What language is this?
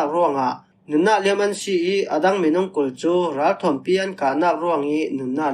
Falam Chin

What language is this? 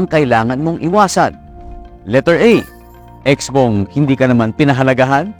Filipino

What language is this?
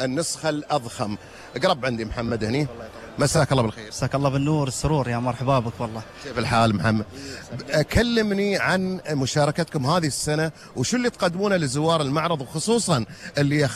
Gulf Arabic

